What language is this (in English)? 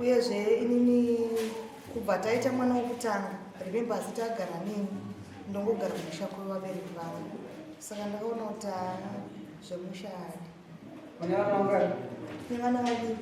Shona